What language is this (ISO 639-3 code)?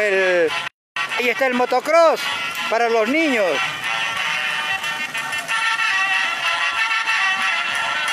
spa